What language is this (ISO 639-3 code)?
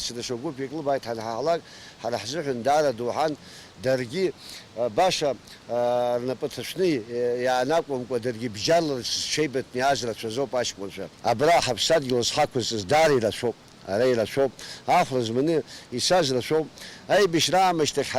abk